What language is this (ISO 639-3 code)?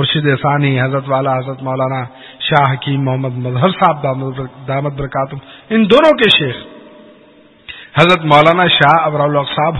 urd